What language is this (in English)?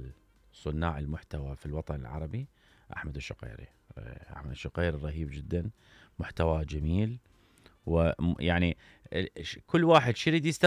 Mesopotamian Arabic